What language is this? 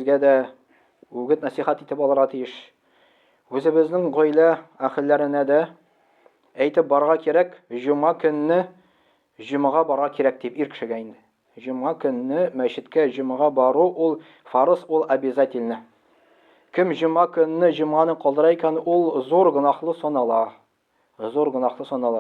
Tatar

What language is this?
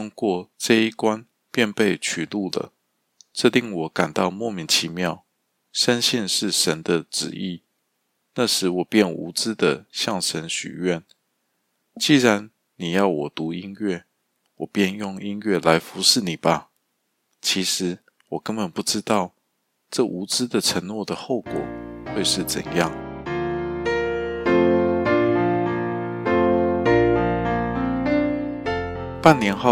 Chinese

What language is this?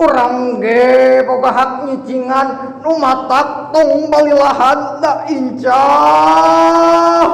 Sundanese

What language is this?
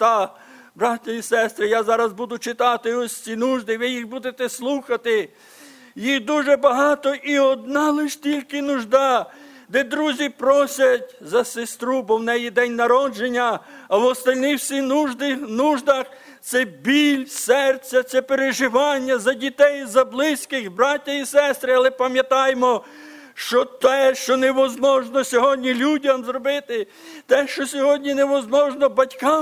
Ukrainian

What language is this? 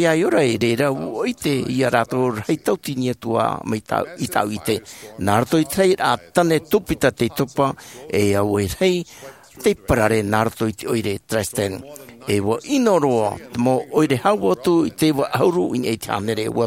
Tahitian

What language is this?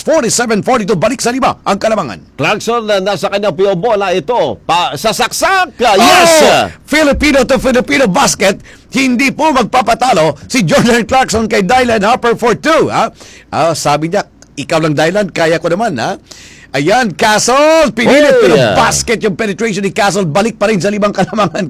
Filipino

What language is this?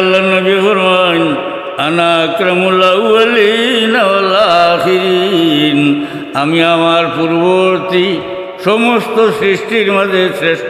Sylheti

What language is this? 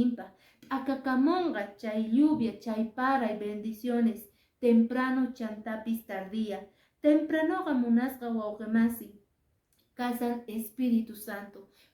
Quechua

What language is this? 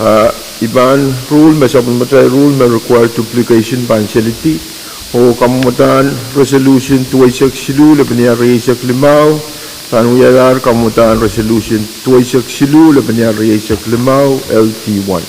Pohnpeian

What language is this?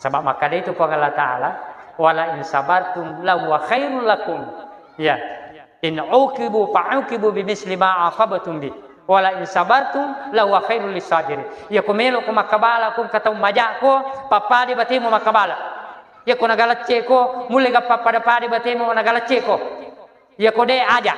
Buginese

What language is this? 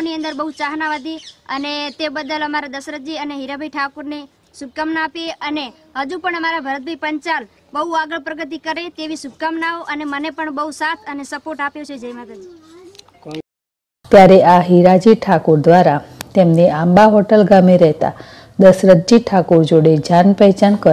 Gujarati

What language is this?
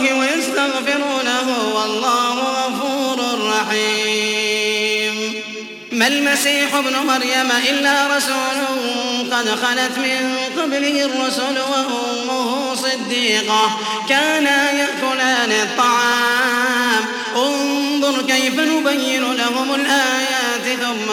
Arabic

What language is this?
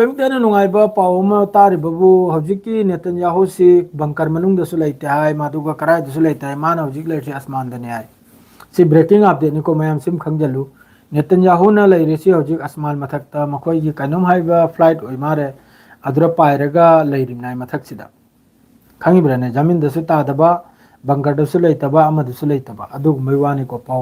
Manipuri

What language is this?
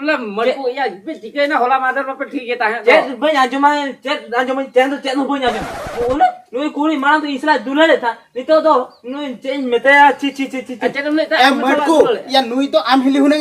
Santali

